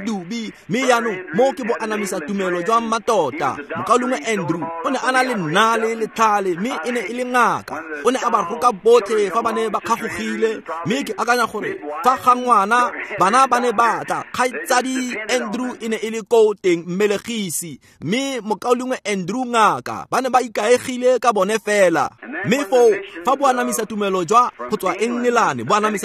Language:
Tswana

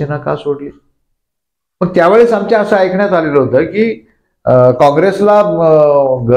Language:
Marathi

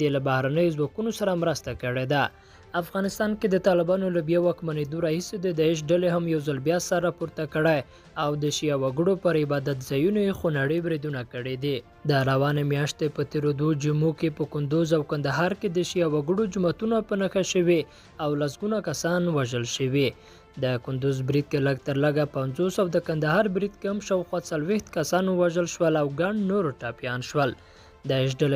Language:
Pashto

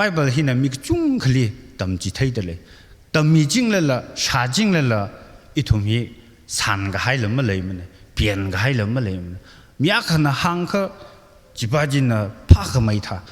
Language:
Tangkhul Naga (India)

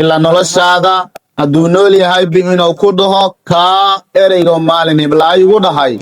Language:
Somali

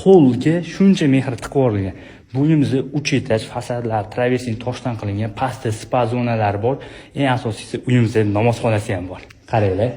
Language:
Uzbek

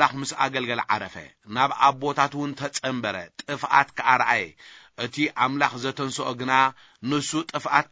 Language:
Tigrinya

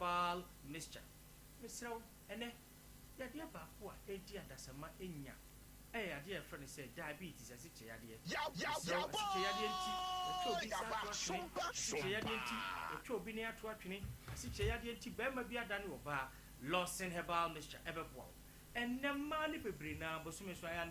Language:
Akan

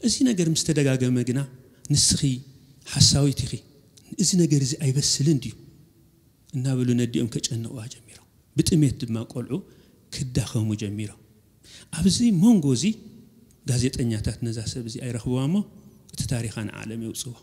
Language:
Tigrinya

